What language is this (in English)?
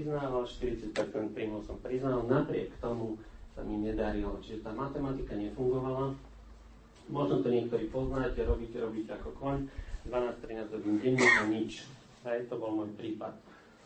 Slovak